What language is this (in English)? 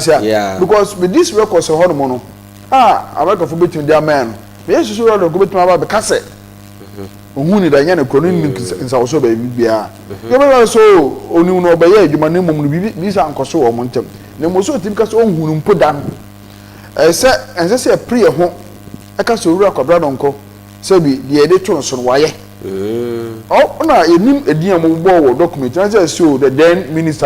Akan